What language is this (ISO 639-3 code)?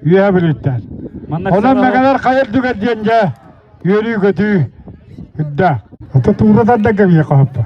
sah